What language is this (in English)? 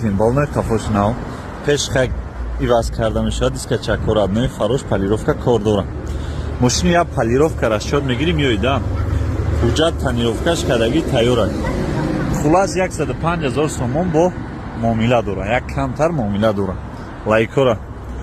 Tajik